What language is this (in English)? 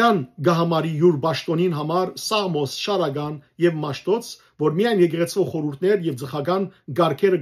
Western Armenian